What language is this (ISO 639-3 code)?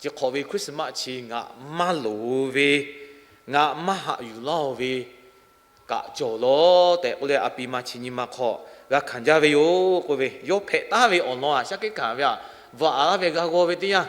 lhu